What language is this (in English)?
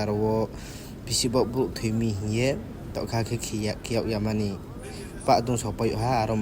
Riang (India)